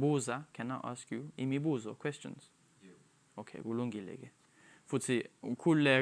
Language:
Zulu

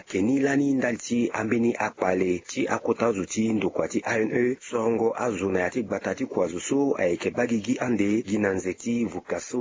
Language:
Sango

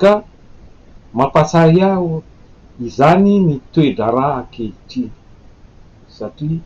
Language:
Malagasy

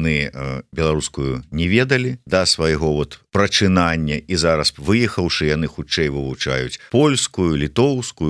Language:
Belarusian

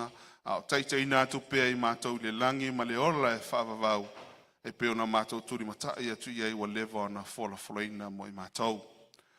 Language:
Samoan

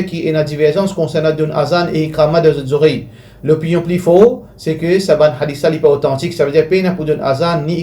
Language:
Morisyen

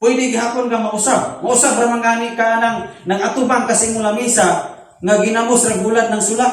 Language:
Cebuano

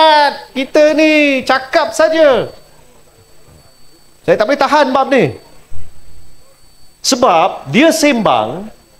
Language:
Malay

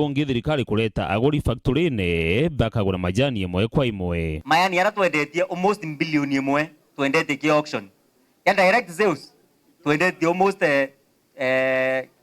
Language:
Meru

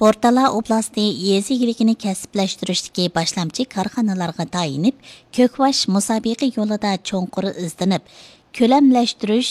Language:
Uyghur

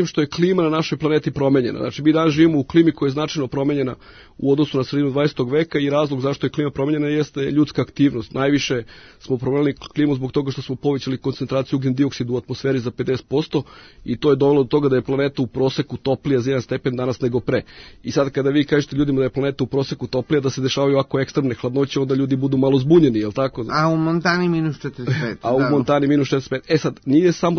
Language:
Serbian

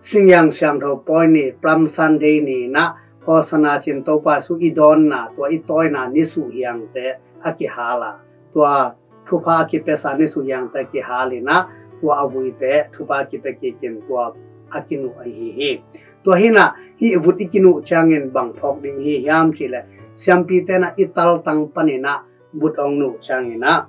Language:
Tedim Chin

